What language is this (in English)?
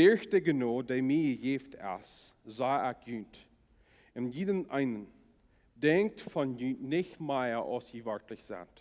Plautdietsch